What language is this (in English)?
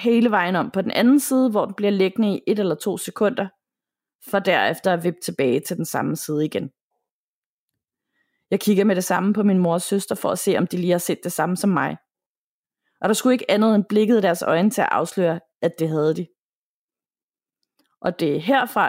Danish